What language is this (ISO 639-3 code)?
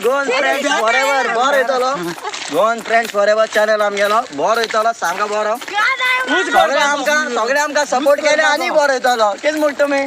kok